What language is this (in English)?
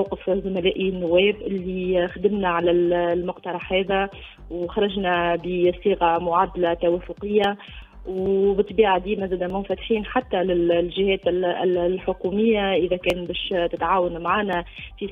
Tunisian Arabic